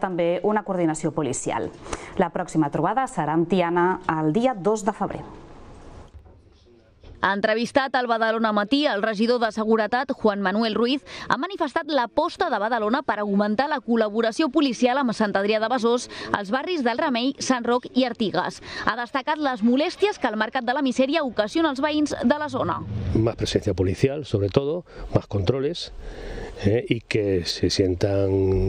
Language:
Catalan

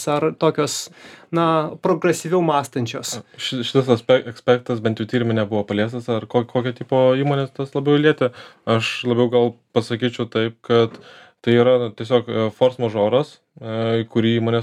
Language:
Lithuanian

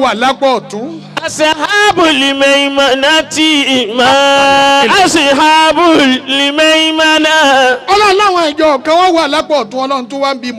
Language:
Yoruba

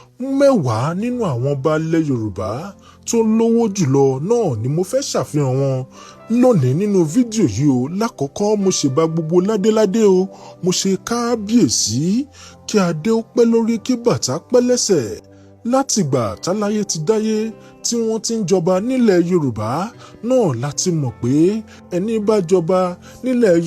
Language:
Yoruba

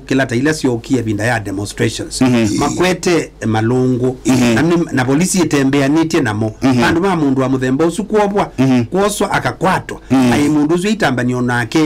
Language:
Kamba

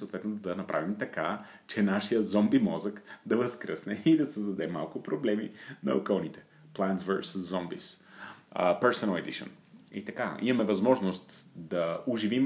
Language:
Bulgarian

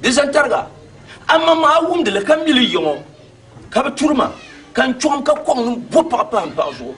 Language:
Dagbani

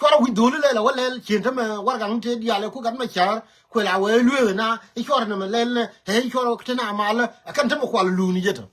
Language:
Nuer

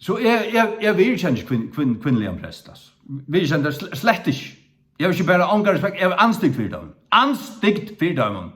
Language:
Faroese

